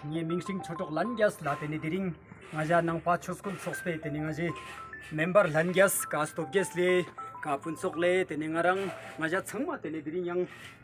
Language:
Ladakhi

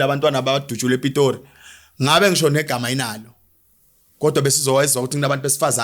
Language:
Zulu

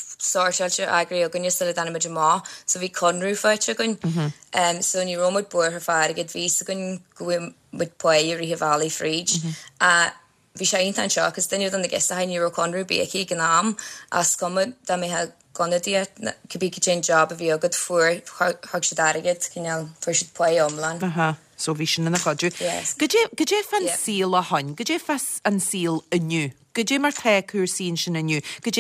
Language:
Irish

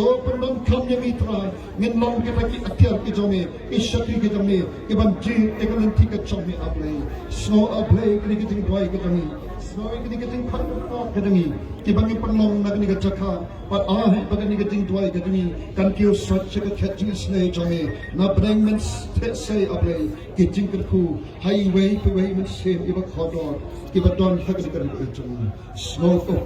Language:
Khasi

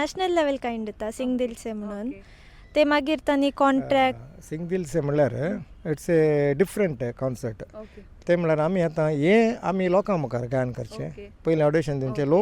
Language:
Konkani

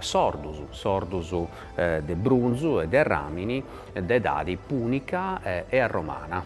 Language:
Sardinian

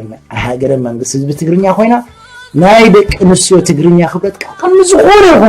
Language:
Tigrinya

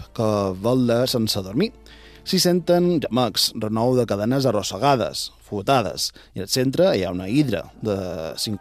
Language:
Catalan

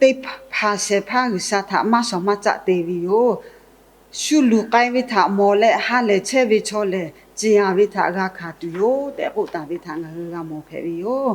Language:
Lahu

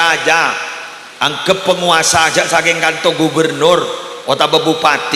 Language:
Madurese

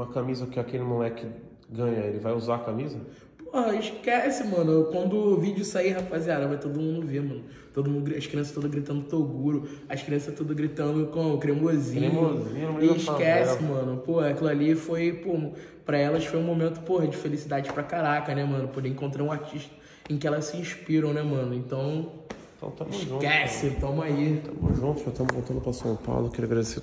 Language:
Portuguese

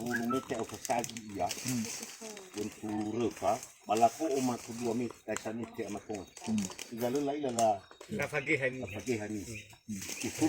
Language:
Nias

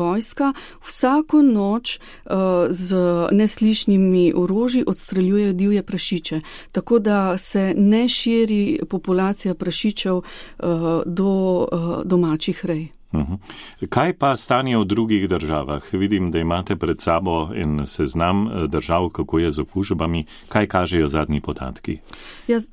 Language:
Slovenian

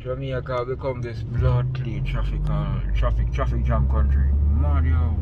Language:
Jamaican Creole English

